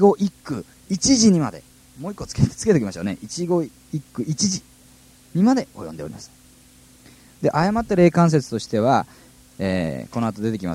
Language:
Japanese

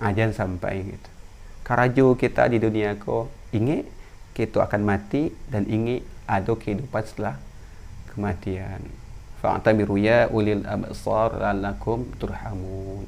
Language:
Minangkabau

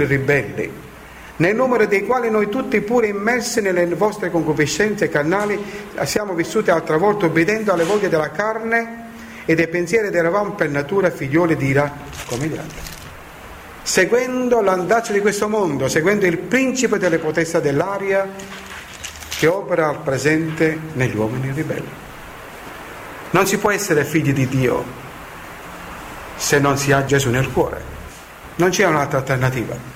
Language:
Italian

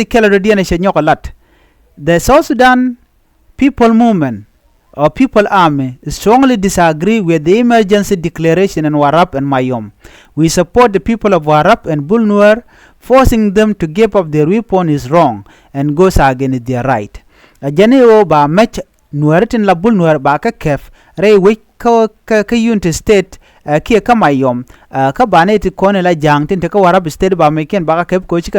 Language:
Nuer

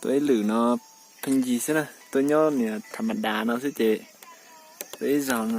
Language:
Hmong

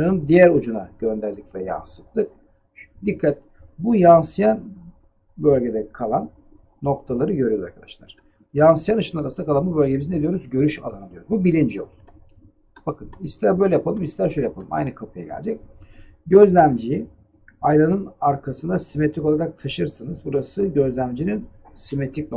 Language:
Turkish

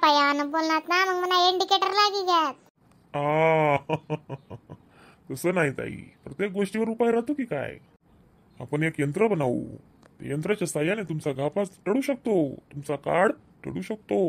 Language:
Khandesi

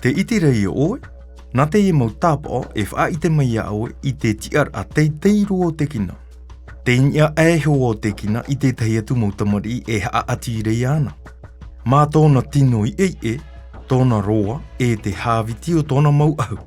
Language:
Tahitian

